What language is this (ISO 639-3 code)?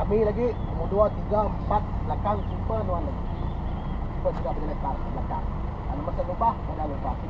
iba